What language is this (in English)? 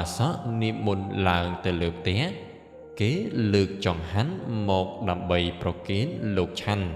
Khmer